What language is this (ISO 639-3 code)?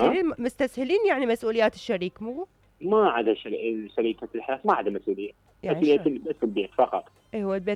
acm